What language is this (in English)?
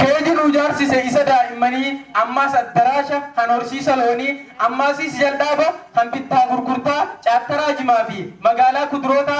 Oromo